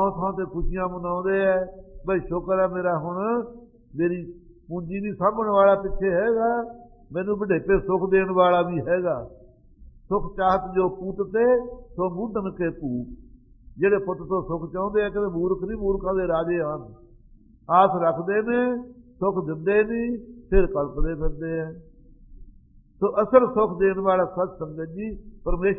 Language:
Punjabi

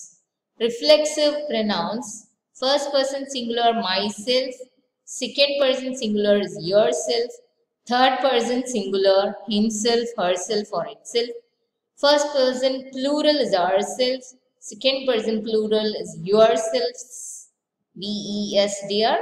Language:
English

